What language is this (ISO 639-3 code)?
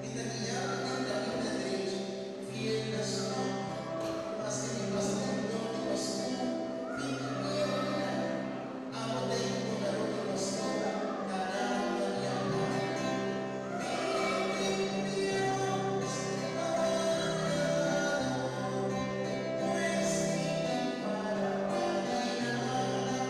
pap